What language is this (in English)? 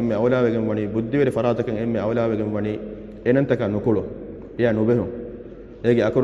Divehi